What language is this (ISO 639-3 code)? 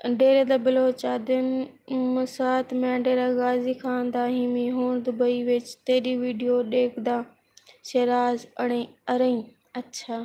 skr